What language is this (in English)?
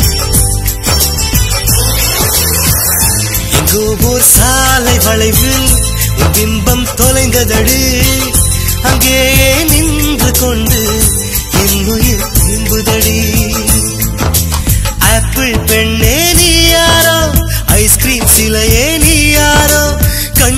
Tamil